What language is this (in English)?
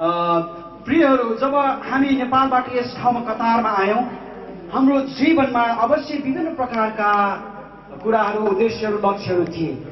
Nepali